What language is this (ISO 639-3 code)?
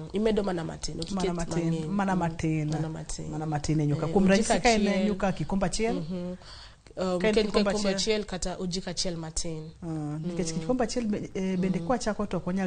luo